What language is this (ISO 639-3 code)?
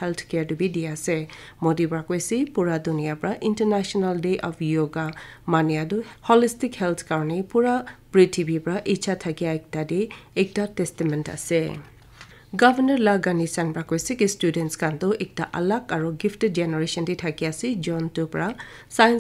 nag